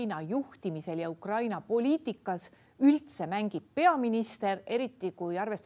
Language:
Estonian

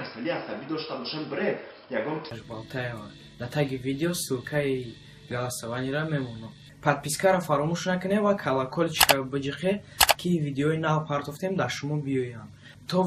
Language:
Tajik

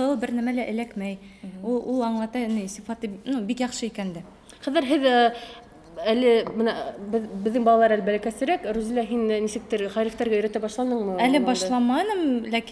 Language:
Bashkir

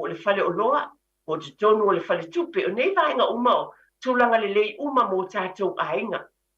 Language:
Samoan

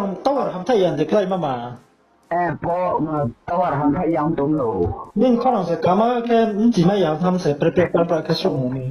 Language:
Riang (India)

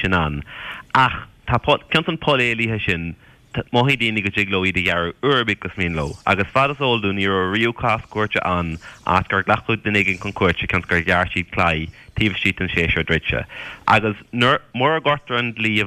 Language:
Irish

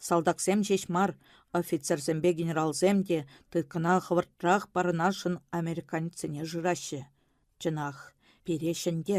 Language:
Chuvash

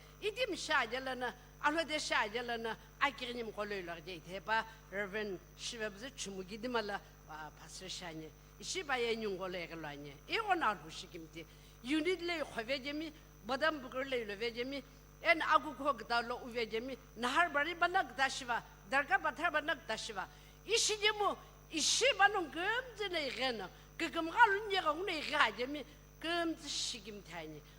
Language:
Sumi Naga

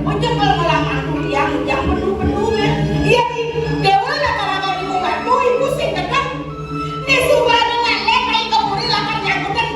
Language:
Balinese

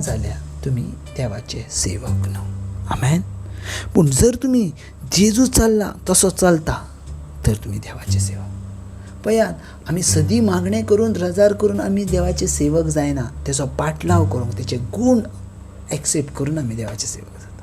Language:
Konkani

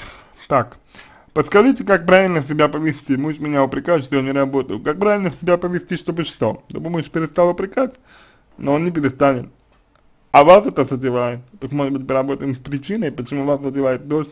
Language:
Russian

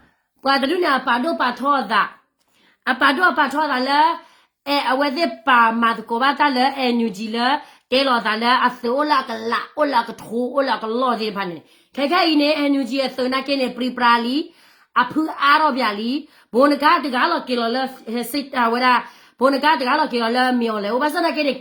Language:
S'gaw Karen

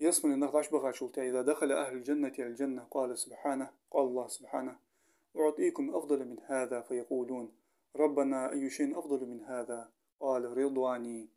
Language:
Ingush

